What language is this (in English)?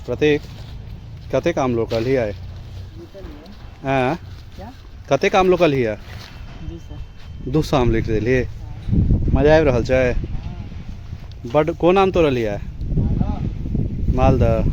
Maithili